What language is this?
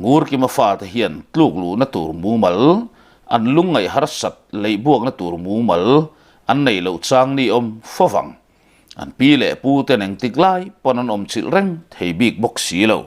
Mizo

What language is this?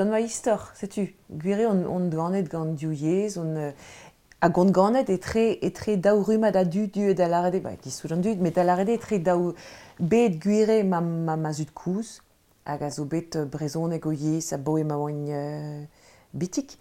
Breton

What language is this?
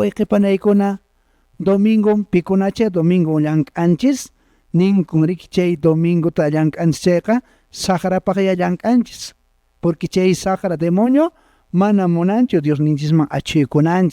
Quechua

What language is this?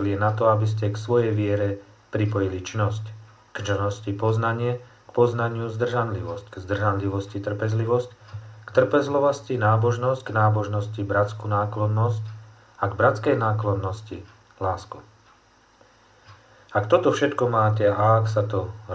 Slovak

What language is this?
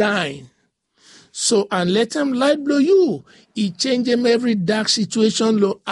Bislama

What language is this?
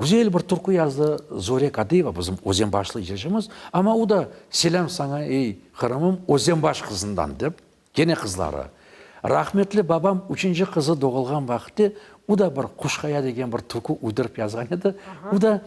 Crimean Tatar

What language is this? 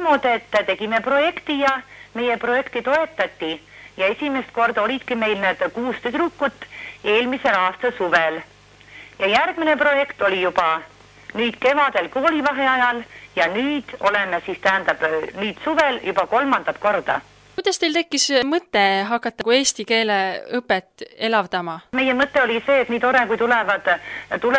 Estonian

